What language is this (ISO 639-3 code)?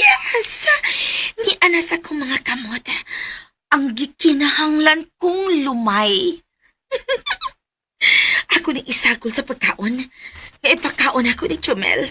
ceb